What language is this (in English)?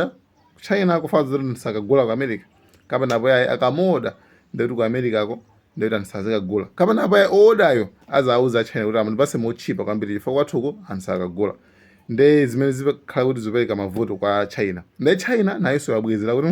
Nyanja